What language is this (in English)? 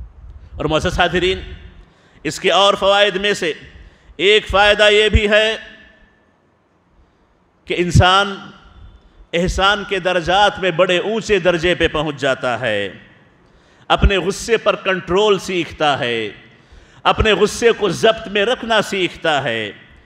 Urdu